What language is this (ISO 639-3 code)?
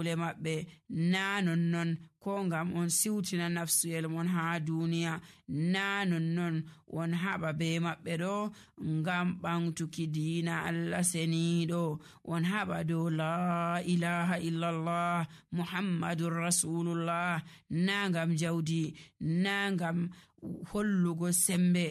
fuv